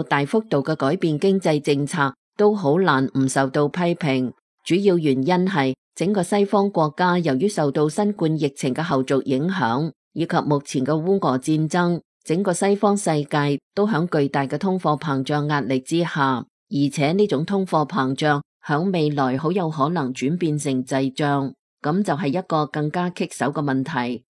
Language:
Cantonese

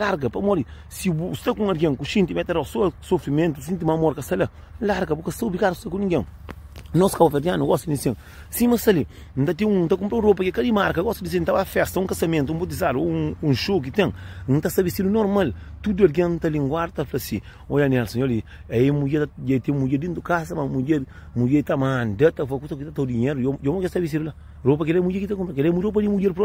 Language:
Kabuverdianu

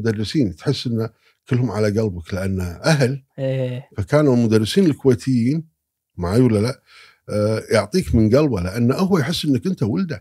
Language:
Gulf Arabic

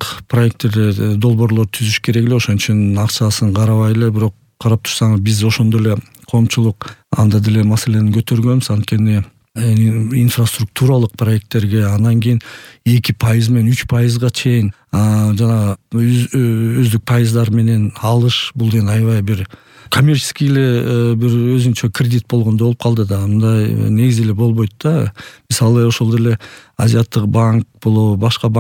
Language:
Kyrgyz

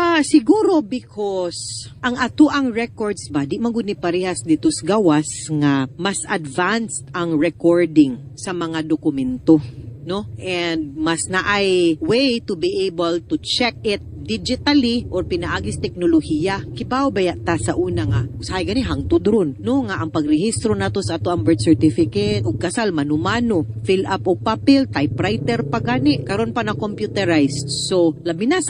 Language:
Cebuano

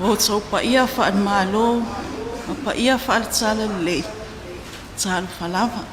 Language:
Samoan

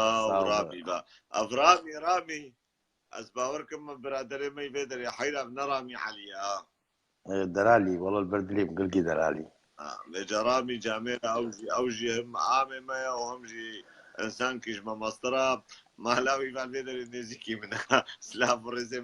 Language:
Kurdish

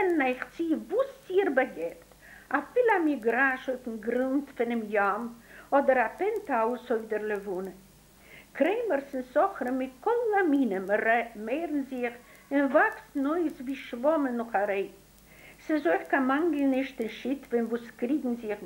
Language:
Yiddish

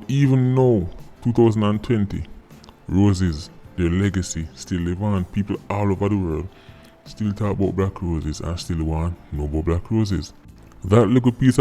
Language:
Jamaican Creole English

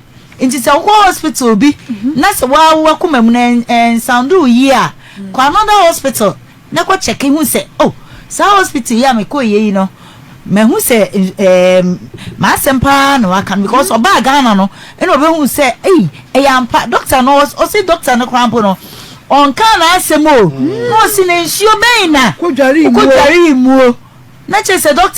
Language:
Akan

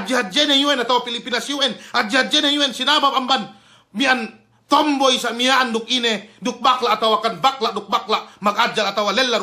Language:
Yakan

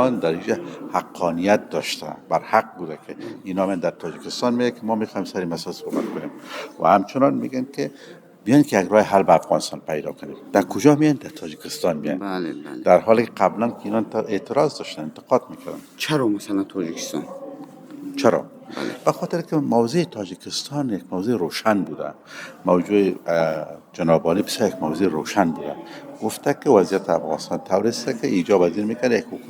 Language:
Persian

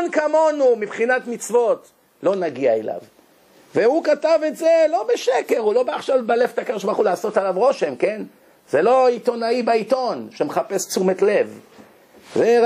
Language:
Hebrew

